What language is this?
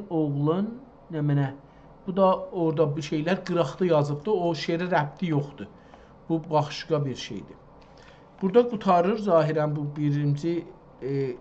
South Azerbaijani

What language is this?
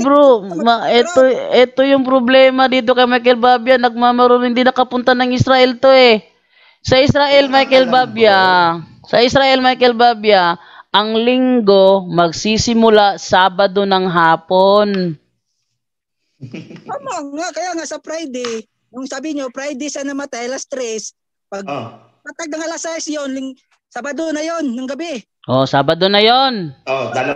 Filipino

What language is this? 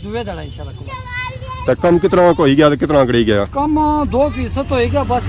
Pahari-Potwari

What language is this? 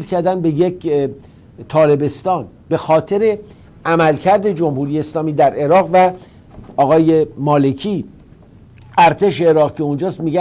Persian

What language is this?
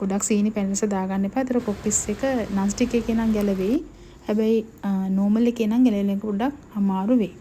Sinhala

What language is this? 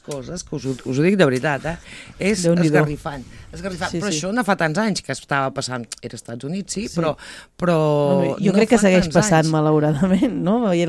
Catalan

